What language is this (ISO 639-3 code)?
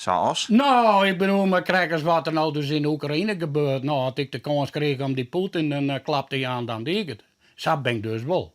fry